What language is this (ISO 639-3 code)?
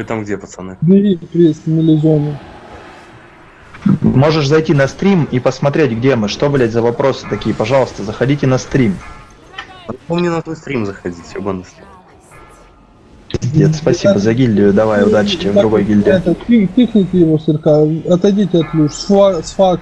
rus